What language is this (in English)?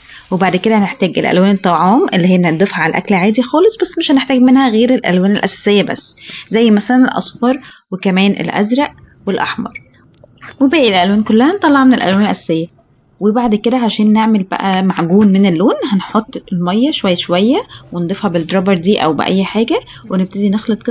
Egyptian Arabic